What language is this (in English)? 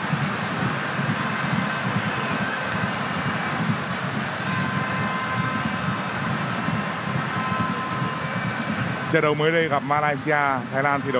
Vietnamese